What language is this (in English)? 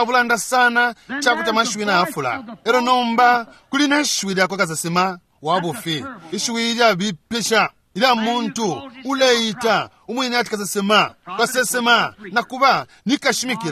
Bemba